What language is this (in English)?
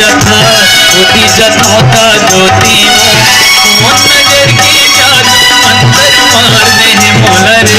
Chhattisgarhi